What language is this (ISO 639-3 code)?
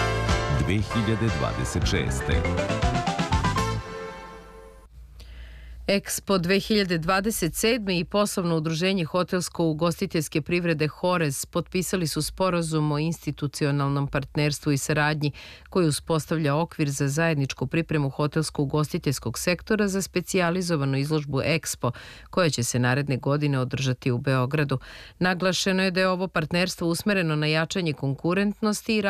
srp